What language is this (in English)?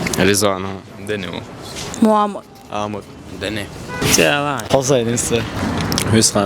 Chechen